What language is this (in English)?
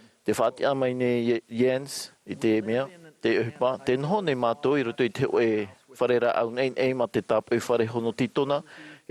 Tahitian